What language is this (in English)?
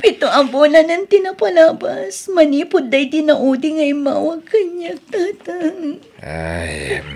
Iloko